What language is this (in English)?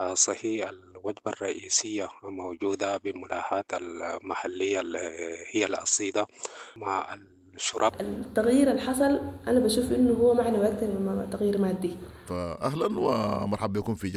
Sudanese Arabic